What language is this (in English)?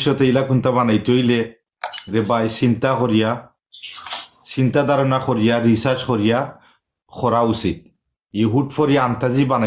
Sylheti